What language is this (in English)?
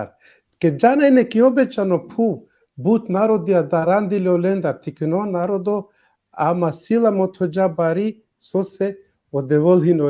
Balkan Romani